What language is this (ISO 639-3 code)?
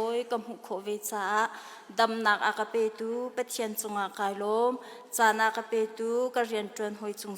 cnh